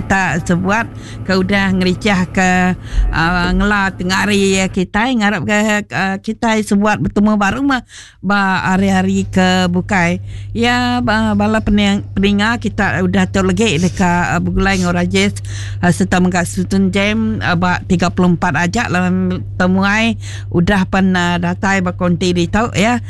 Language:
Iban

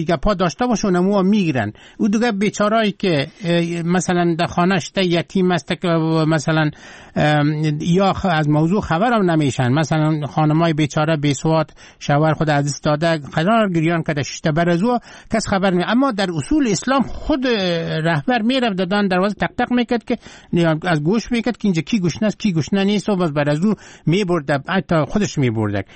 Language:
Persian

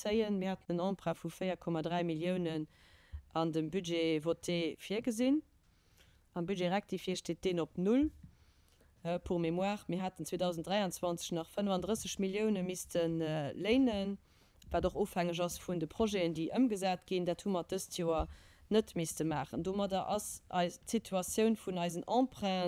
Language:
Luxembourgish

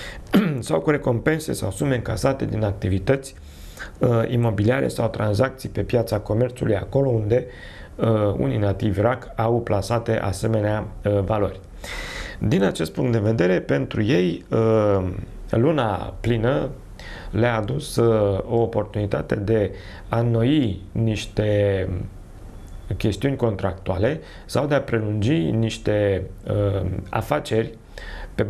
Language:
Romanian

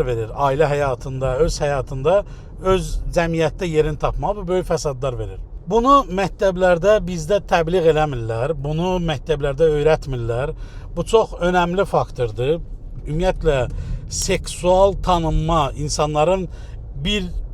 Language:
Azerbaijani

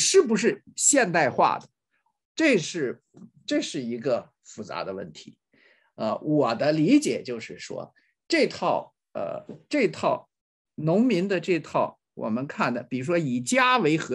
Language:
Chinese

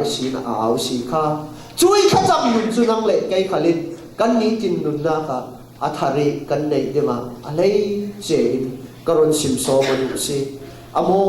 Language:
Falam Chin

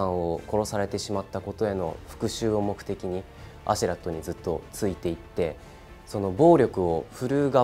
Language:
Japanese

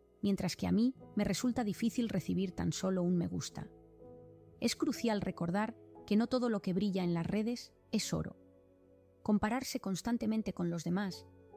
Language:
Spanish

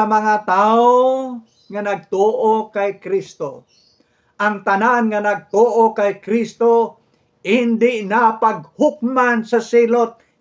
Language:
Hiligaynon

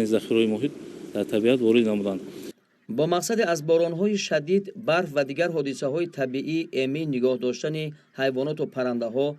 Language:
Tajik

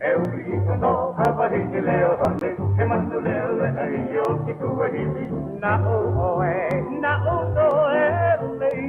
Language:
Hawaiian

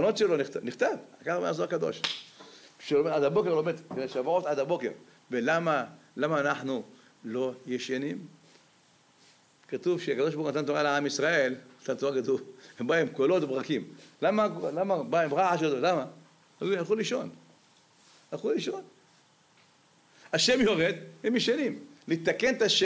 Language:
Hebrew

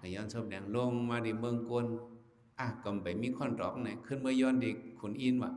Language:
Shan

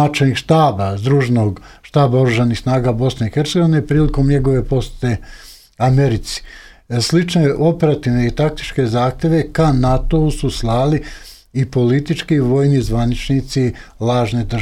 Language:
Serbian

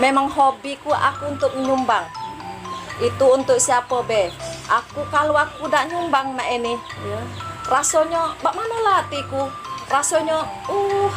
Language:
Musi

